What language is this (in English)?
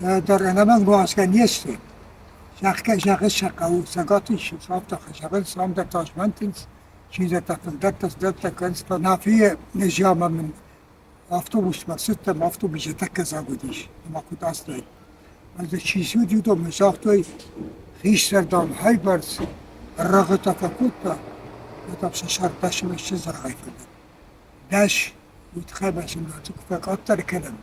Ossetic